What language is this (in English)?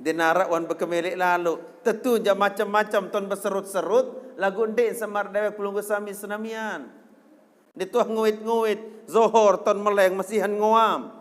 Sasak